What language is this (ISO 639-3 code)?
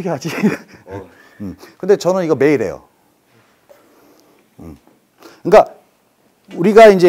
kor